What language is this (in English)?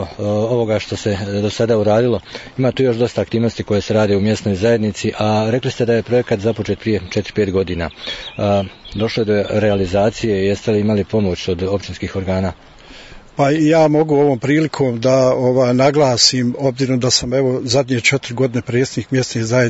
Bosnian